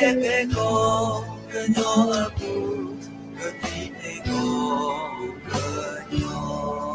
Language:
S'gaw Karen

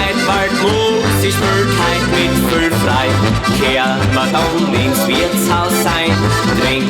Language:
Bavarian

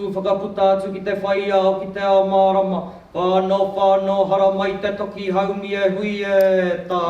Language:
Māori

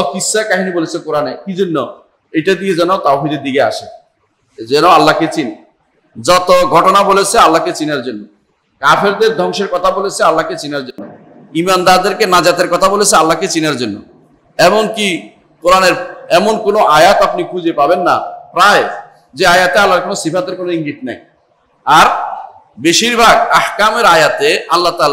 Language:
Bangla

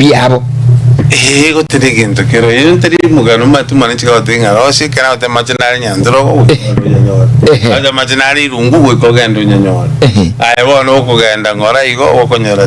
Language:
Gusii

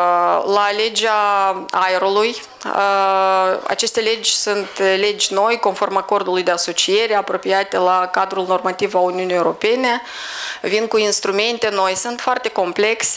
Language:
Romanian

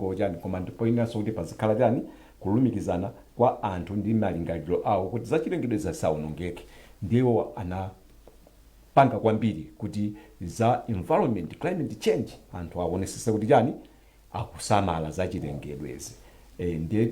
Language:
Nyanja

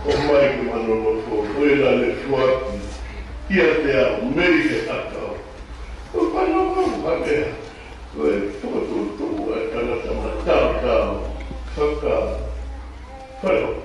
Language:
Tongan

